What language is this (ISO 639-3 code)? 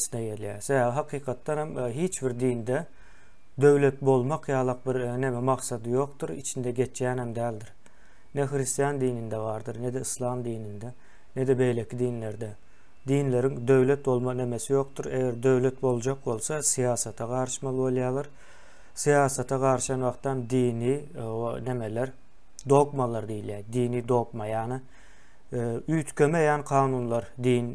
tuk